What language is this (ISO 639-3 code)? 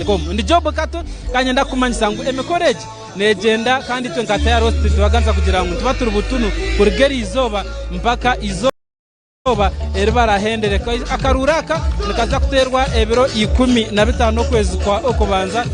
nyn